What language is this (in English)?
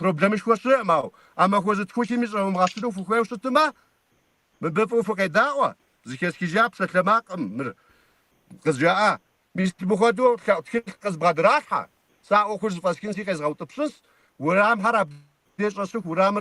Kabardian